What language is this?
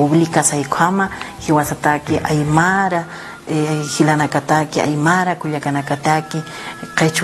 Aymara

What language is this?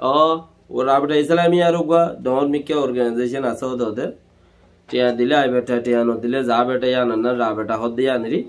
Rohingya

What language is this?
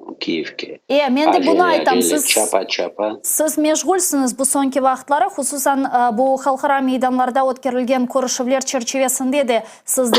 Crimean Tatar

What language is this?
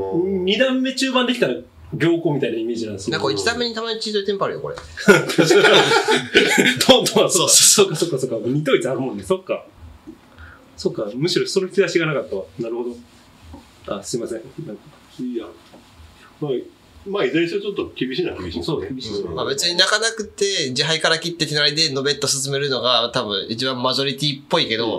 Japanese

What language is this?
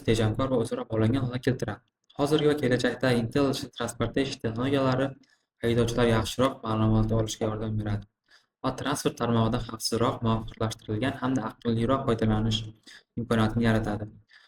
Uzbek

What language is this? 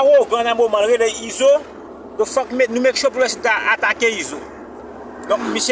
Haitian Creole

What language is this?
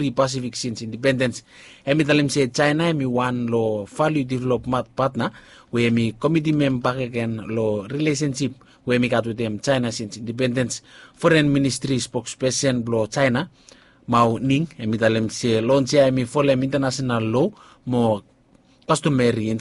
Bislama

